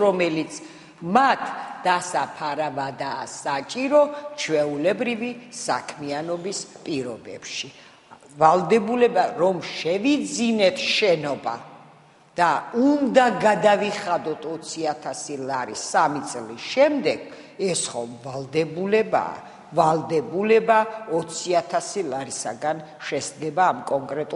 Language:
Georgian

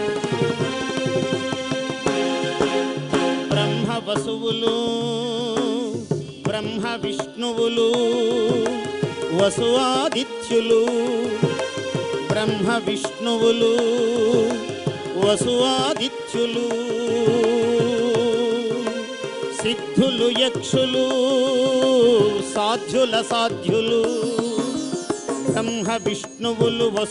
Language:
Telugu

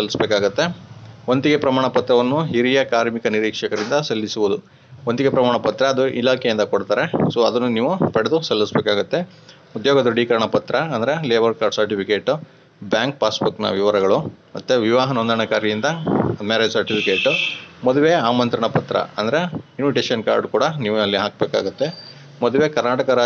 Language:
Kannada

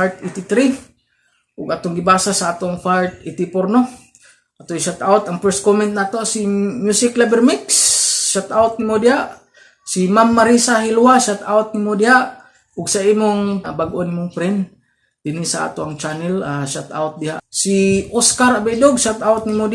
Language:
Cebuano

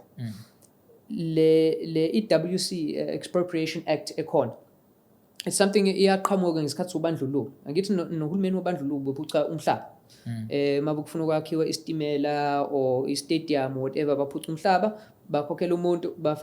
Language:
Zulu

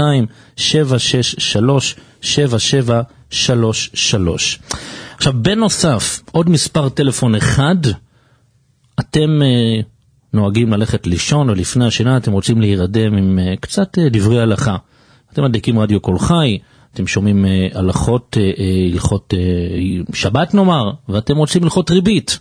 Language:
Hebrew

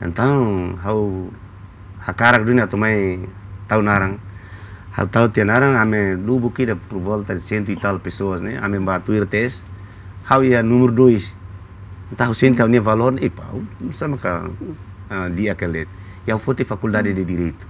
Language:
Tetum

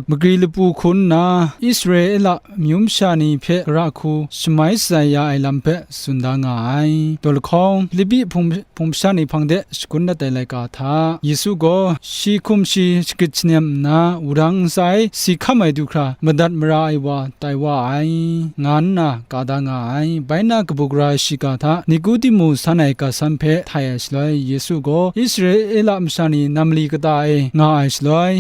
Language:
Kachin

